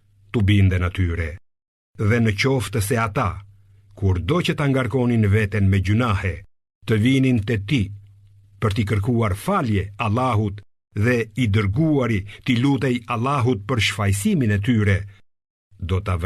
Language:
Albanian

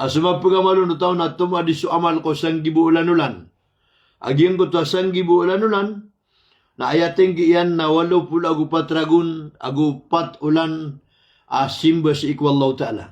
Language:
Maranao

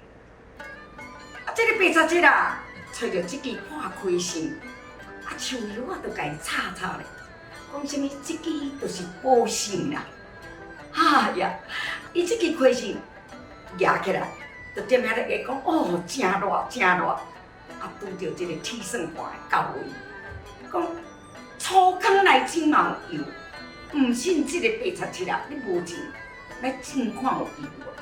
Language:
Min Nan Chinese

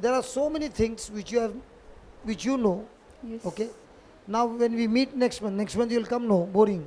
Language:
Konkani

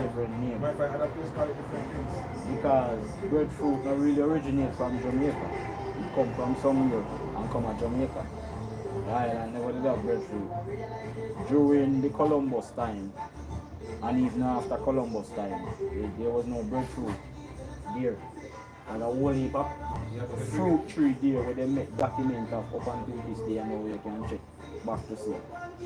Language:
Jamaican Creole English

